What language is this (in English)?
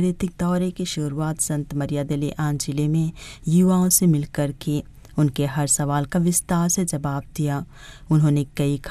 Hindi